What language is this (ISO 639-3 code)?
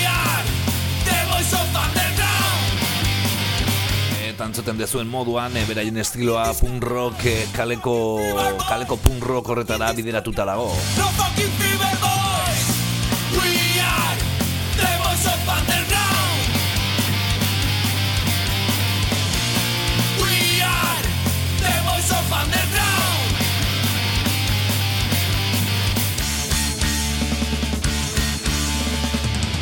eus